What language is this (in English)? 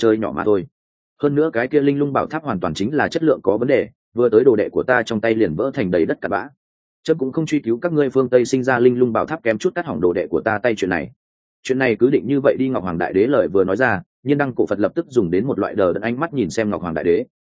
Vietnamese